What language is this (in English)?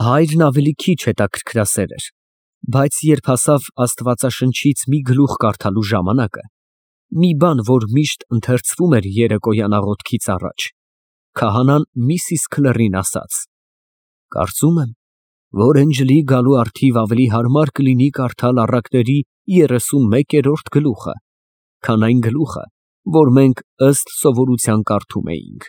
Armenian